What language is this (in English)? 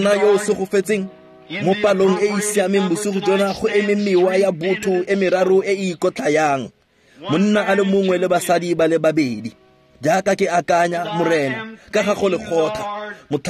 Tswana